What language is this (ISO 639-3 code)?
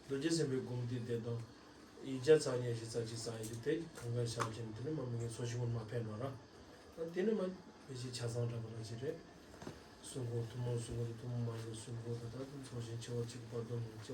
bod